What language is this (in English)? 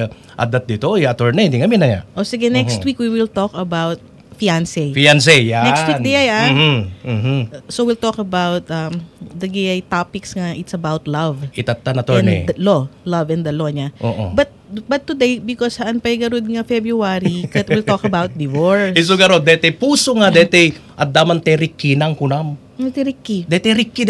Iloko